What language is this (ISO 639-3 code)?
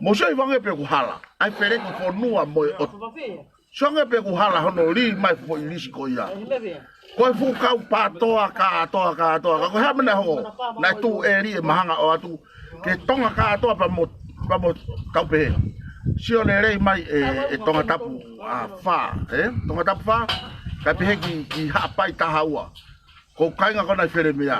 ton